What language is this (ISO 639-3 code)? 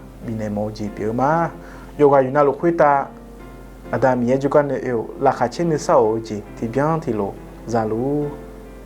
ahk